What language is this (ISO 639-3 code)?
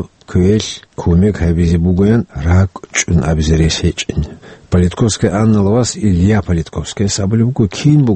ava